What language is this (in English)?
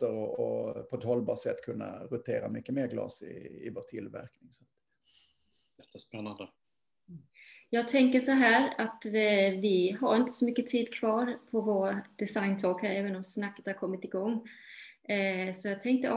Swedish